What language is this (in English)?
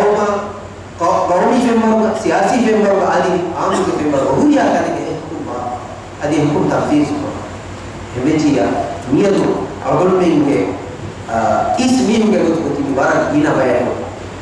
Divehi